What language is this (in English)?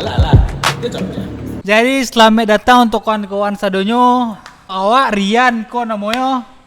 Minangkabau